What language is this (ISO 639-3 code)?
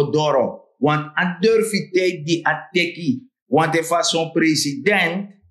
srn